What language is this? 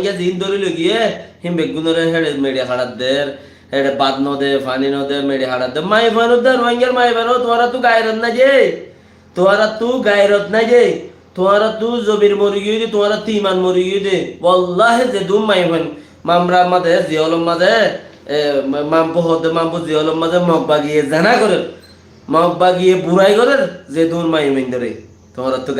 Rohingya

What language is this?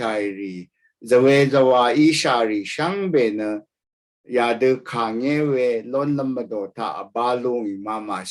Rawang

